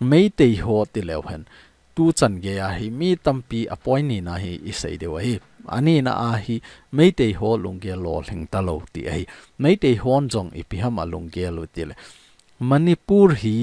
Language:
Thado Chin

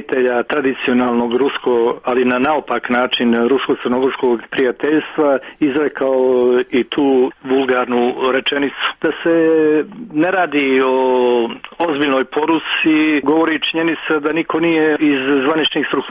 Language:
Serbian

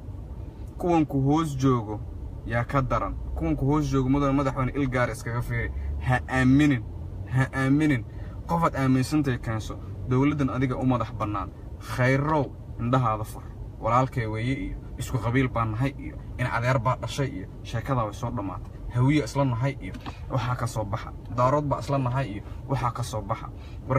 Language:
Somali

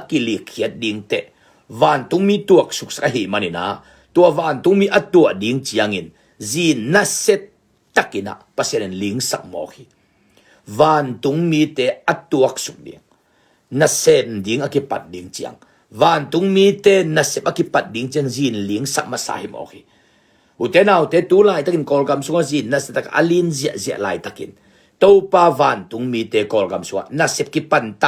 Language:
Tedim Chin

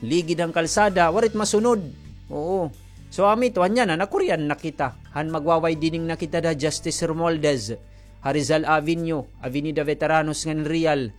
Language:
Waray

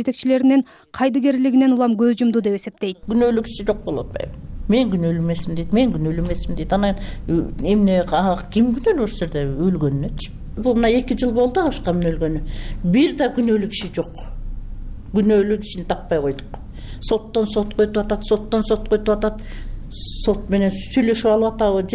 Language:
Kyrgyz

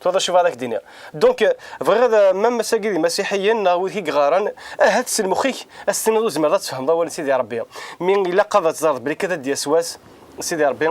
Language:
Kabyle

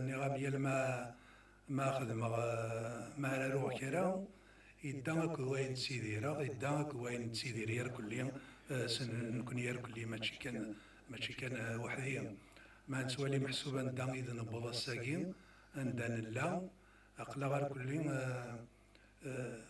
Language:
Kabyle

